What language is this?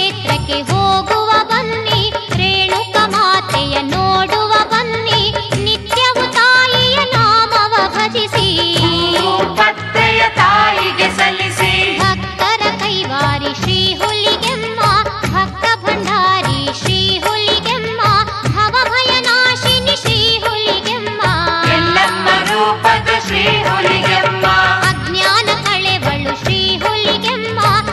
Kannada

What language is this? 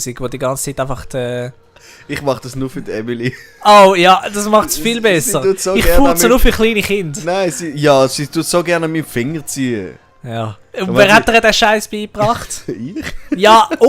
Swiss German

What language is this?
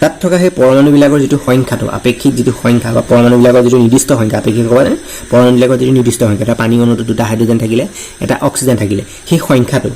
Assamese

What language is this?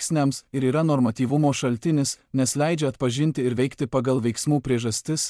Lithuanian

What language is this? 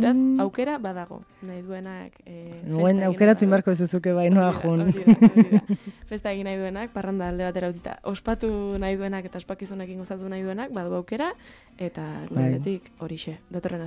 Basque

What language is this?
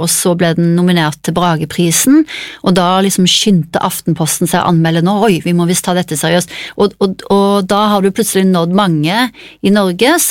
Norwegian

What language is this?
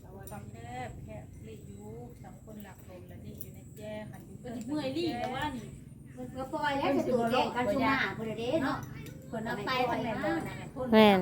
Northeastern Thai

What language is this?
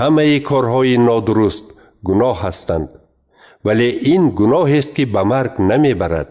Tajik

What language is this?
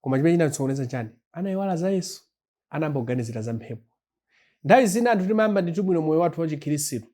Nyanja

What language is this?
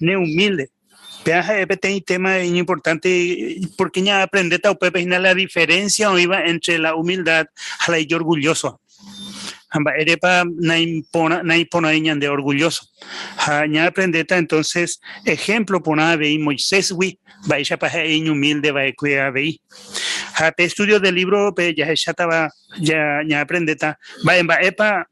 Guarani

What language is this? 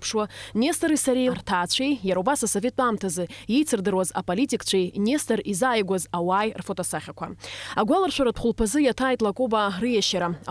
Abkhazian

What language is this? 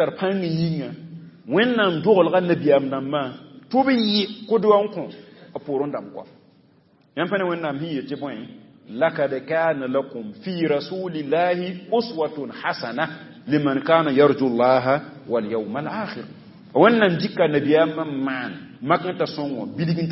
Mossi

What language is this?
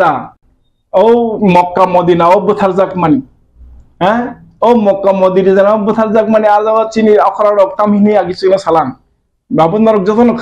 Kok Borok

